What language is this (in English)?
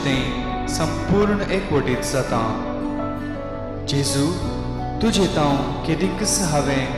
Konkani